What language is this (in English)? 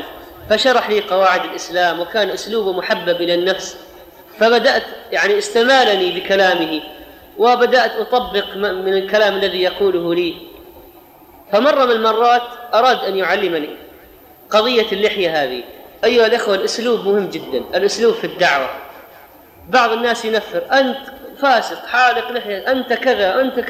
Arabic